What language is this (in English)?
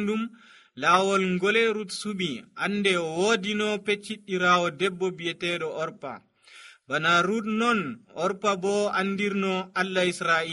Nigerian Fulfulde